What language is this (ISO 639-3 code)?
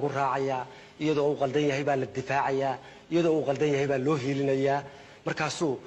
som